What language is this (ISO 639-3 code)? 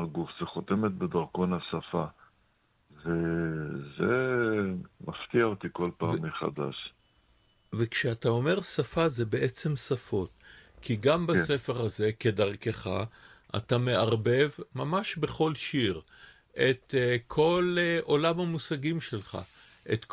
heb